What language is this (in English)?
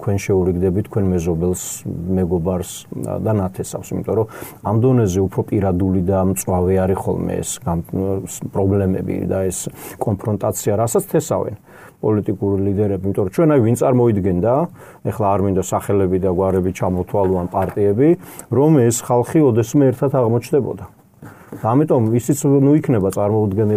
Georgian